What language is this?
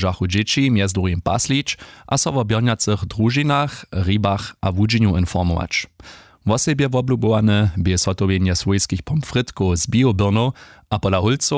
Upper Sorbian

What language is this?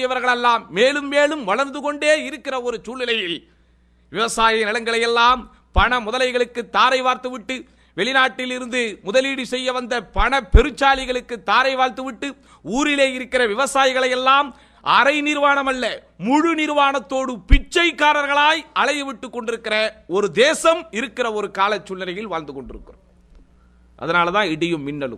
Tamil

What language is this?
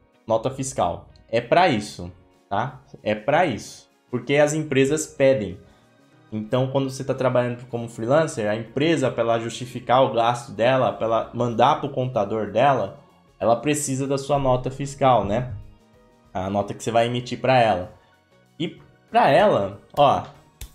Portuguese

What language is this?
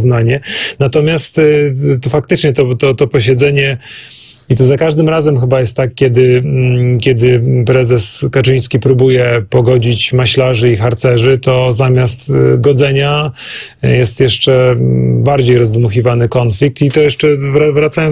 Polish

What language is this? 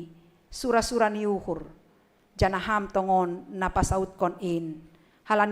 Batak Simalungun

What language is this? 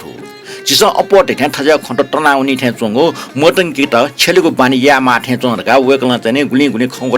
Newari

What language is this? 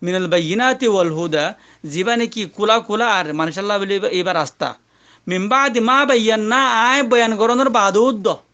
Rohingya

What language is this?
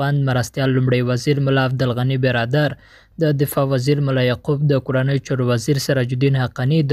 Pashto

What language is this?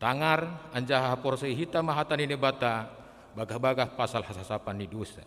Batak Simalungun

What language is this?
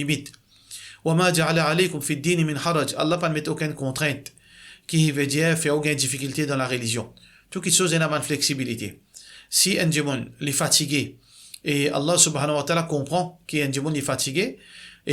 Morisyen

